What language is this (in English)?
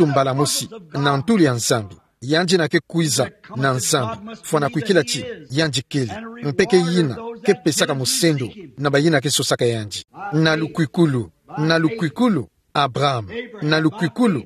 Kituba (Democratic Republic of Congo)